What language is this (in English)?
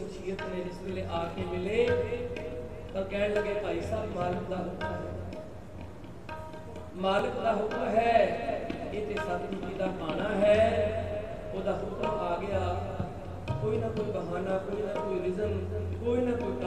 Punjabi